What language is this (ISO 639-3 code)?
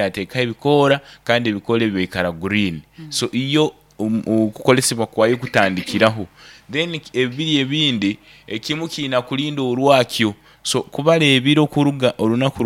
nyn